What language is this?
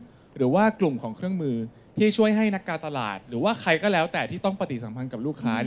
Thai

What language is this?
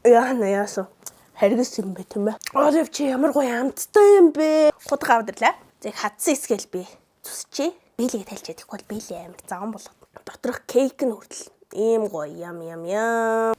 Mongolian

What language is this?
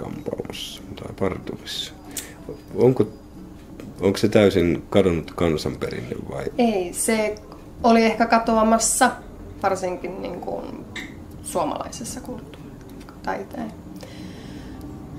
Finnish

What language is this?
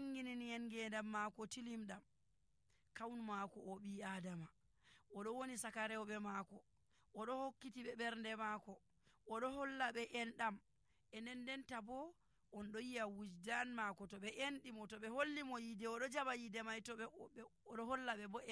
Nigerian Fulfulde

